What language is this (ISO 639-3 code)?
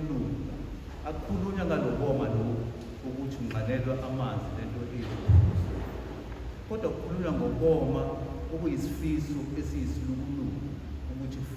zul